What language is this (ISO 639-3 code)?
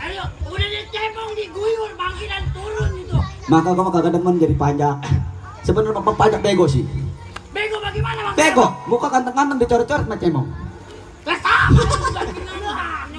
bew